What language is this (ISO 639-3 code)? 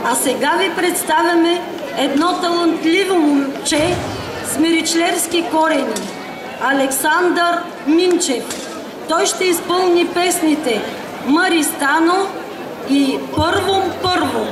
bul